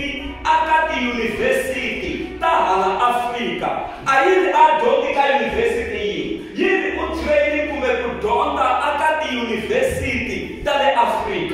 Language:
Tsonga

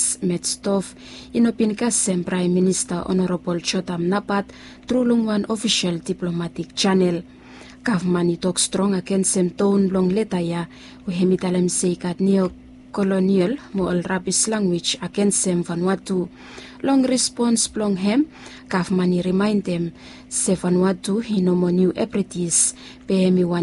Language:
Bislama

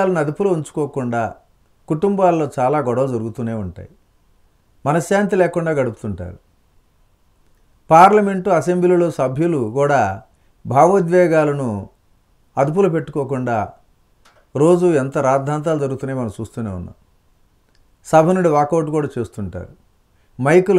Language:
Telugu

